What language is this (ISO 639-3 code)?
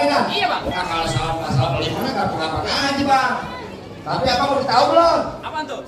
bew